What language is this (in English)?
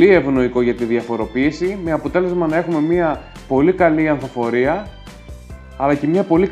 Greek